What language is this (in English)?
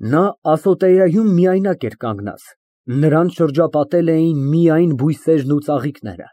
Armenian